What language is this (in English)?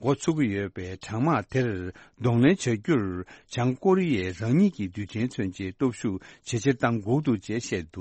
Tibetan